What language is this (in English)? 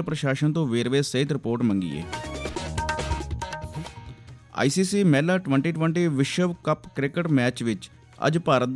Punjabi